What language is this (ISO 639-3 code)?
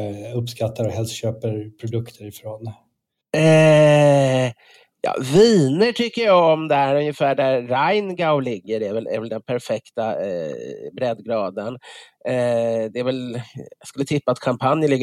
swe